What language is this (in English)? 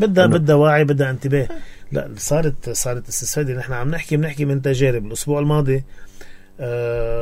North Levantine Arabic